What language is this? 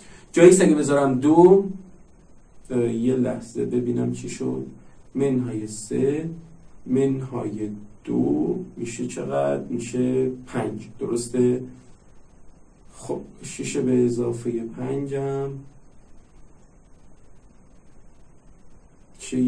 Persian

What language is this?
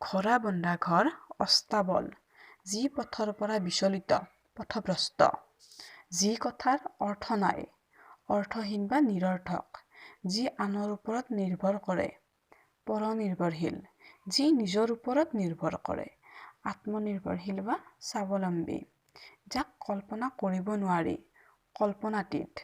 Assamese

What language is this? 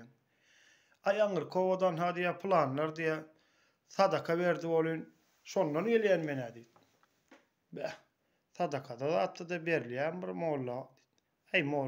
Turkmen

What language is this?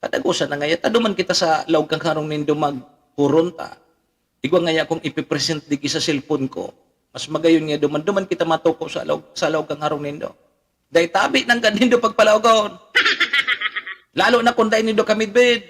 Bikol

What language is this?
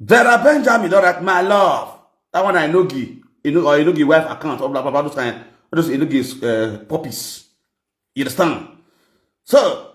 Nigerian Pidgin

